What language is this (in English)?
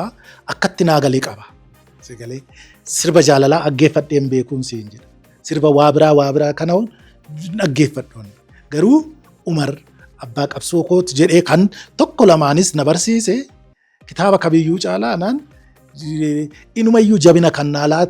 Oromo